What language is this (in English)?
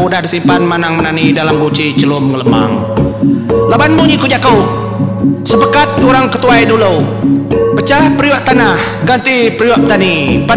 Iban